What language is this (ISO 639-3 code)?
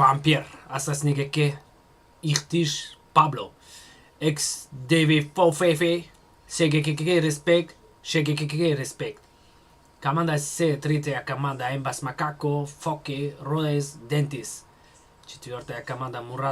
tgk